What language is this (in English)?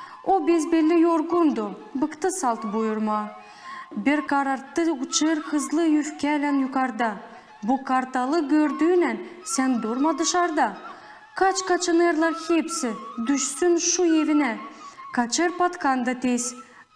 Gagauz